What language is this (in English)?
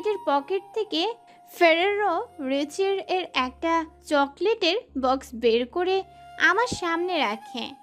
Bangla